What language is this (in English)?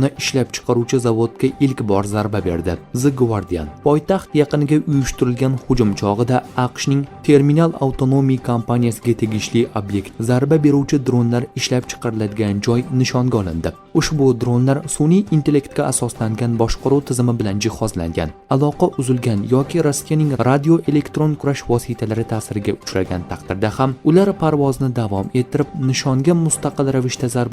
Uzbek